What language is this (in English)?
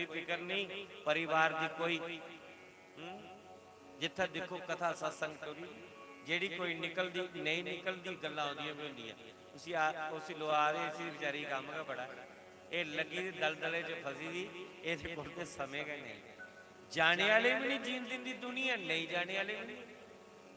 Dogri